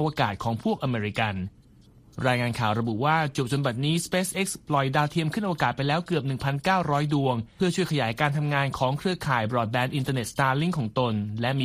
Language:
Thai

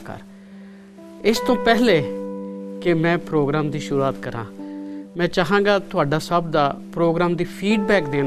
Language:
Punjabi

